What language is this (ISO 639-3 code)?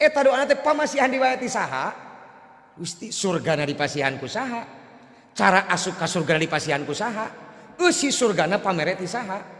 sun